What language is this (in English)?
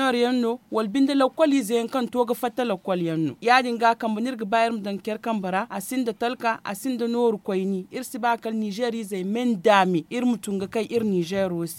Zarma